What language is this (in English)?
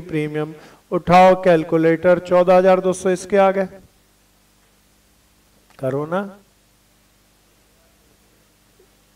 Hindi